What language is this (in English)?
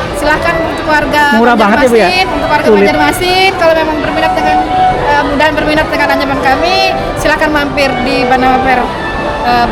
Banjar